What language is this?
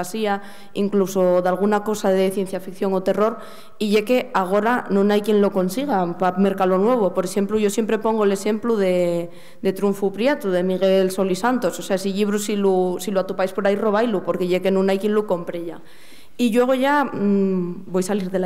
Asturian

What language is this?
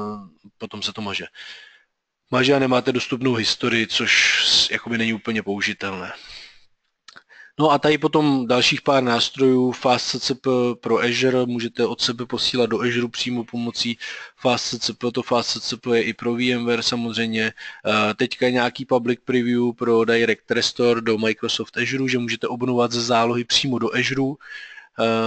Czech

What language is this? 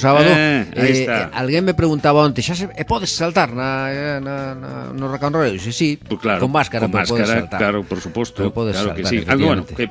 Galician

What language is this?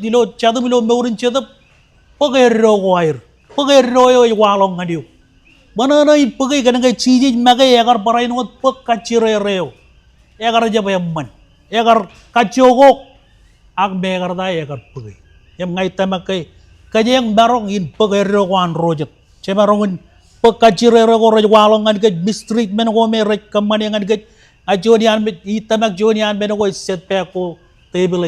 Marshallese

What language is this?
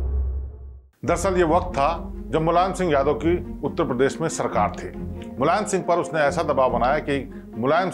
Hindi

